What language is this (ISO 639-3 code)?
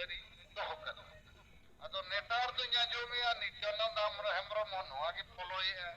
sat